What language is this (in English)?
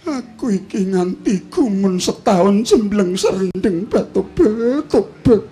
Javanese